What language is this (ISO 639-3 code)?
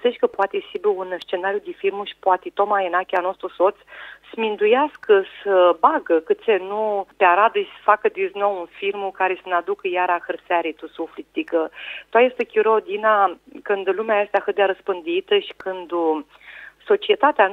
rup